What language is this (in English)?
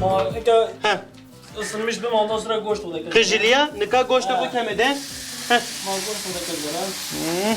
Zaza